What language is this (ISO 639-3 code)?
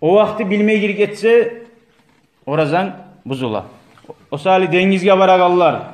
kum